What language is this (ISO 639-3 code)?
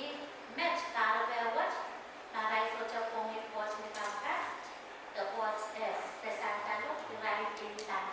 pon